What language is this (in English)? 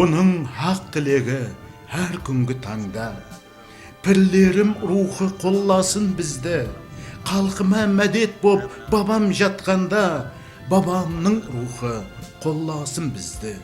Kara-Kalpak